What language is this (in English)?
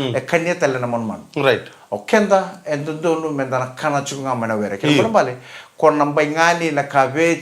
Fijian